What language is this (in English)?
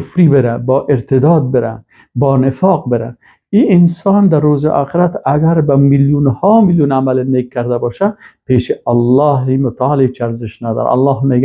Persian